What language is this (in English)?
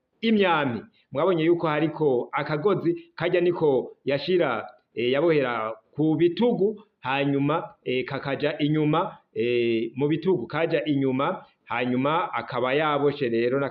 Rundi